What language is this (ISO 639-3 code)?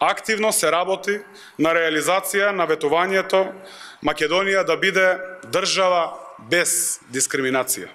mkd